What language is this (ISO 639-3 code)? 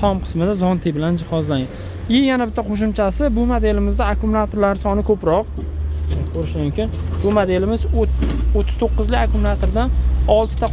uzb